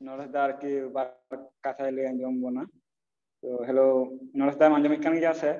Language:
Santali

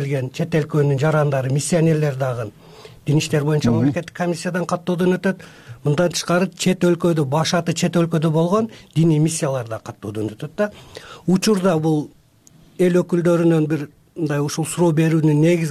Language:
Kyrgyz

